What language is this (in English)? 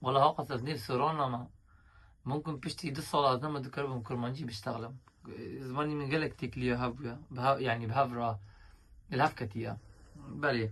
Kurdish